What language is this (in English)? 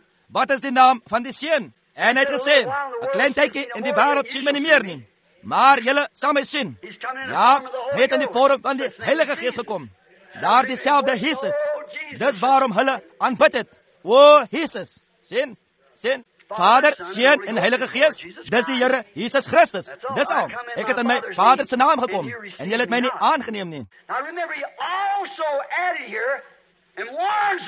Afrikaans